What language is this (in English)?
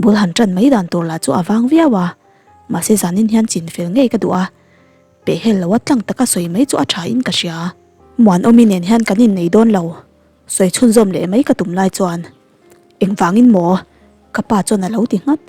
Mizo